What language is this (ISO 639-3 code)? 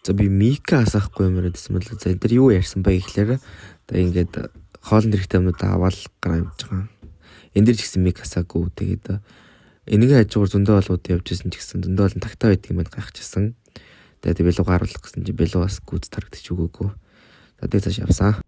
mon